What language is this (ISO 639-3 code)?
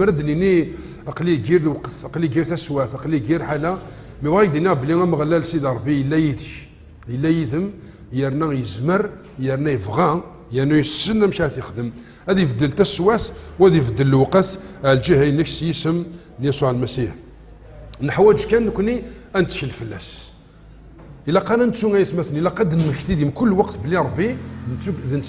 kab